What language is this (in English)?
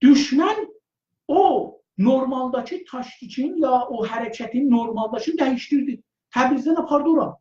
South Azerbaijani